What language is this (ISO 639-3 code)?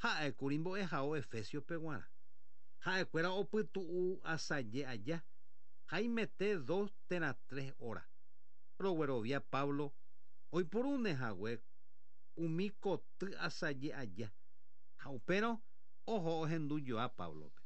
grn